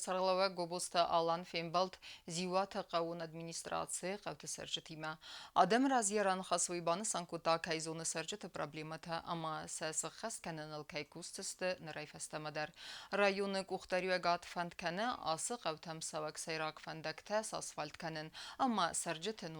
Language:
Ossetic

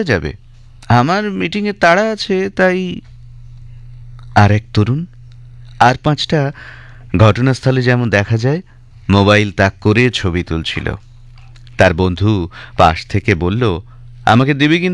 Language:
Bangla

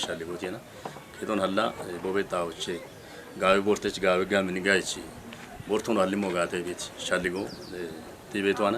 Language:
Kafa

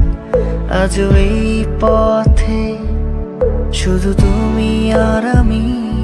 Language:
Bangla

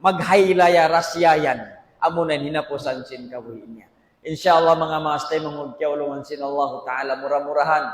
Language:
Tausug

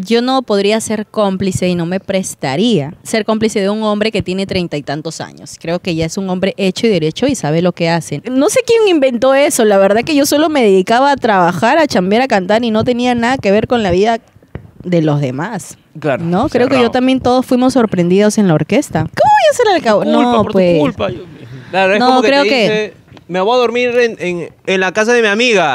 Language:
Spanish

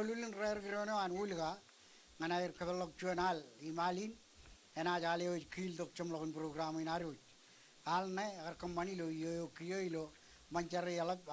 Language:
Marshallese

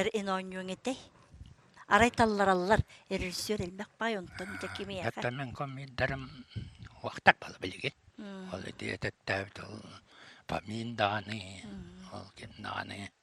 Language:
Yakut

